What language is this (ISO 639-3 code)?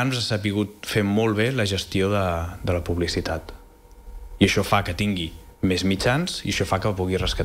cat